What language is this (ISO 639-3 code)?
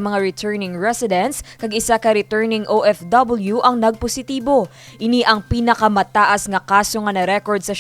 hil